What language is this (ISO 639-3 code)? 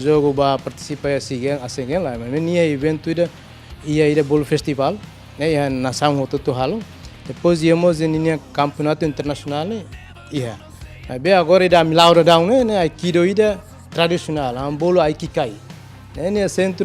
tet